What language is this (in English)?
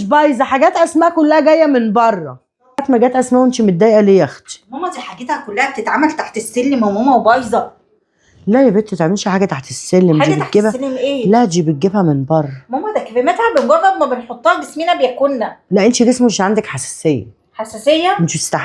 Egyptian Arabic